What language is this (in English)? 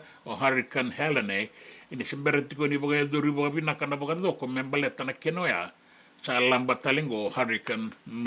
Fijian